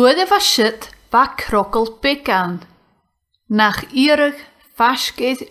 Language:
Scottish Gaelic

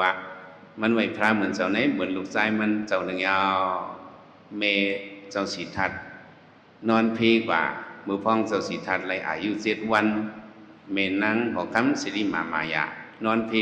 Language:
Shan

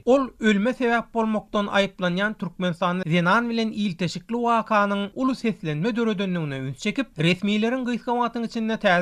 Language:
Turkmen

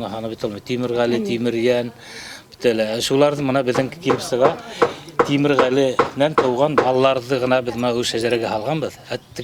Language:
Bashkir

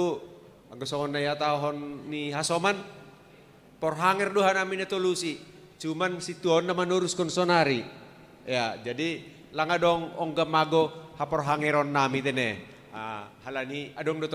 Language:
Batak Simalungun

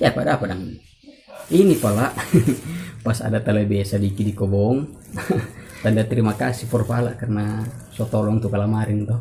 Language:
Manado Malay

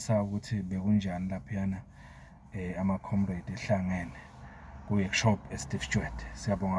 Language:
Zulu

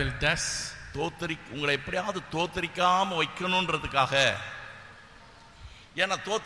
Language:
Tamil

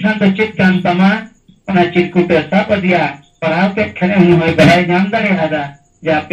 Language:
Santali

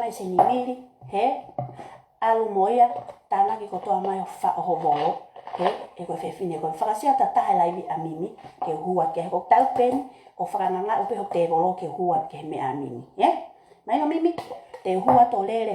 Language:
Tongan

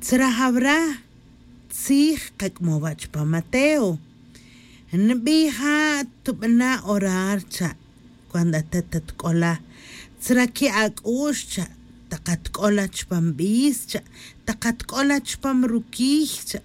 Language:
Tz'utujil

